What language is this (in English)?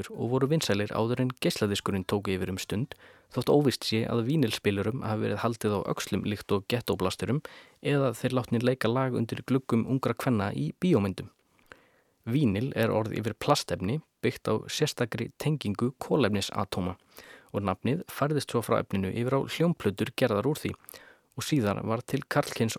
Icelandic